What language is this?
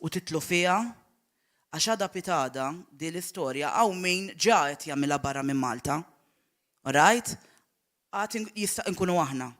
Maltese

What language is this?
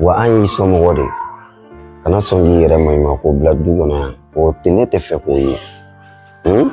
Bambara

